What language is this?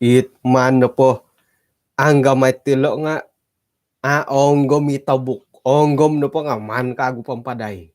Central Dusun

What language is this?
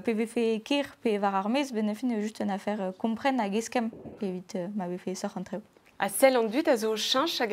Breton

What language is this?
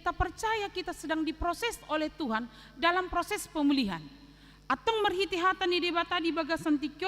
Batak Toba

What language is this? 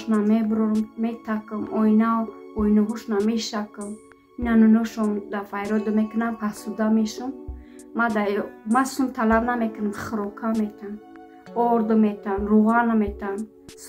Tajik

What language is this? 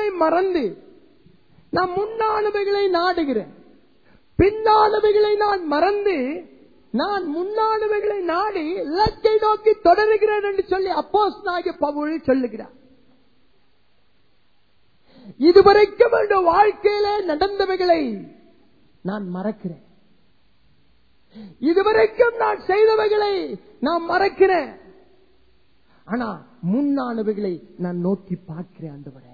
Tamil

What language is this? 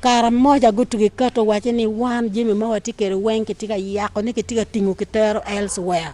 Acoli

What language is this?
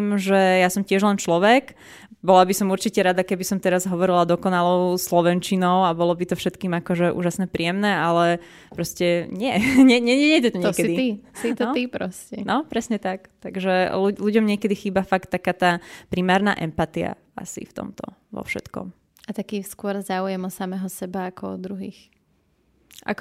Slovak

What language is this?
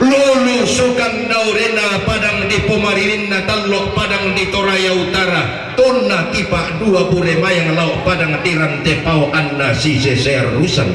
Toraja-Sa'dan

